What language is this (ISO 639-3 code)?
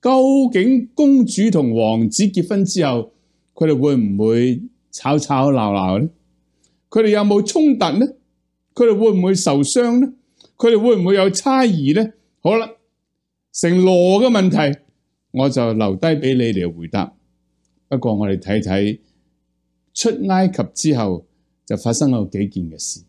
yue